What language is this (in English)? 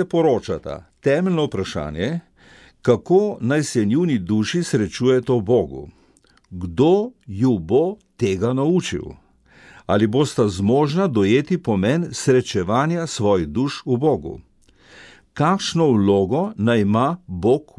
Slovenian